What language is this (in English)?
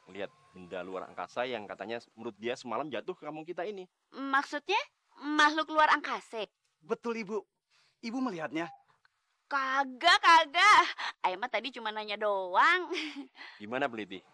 Betawi